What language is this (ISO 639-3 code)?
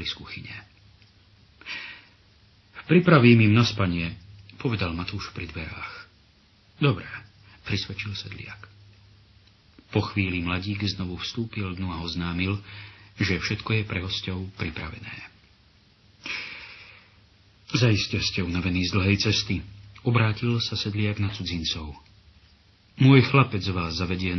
slk